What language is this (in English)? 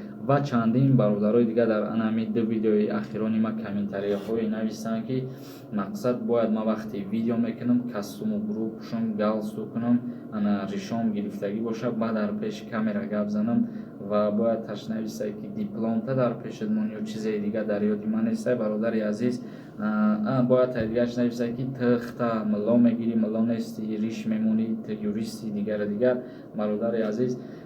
Tajik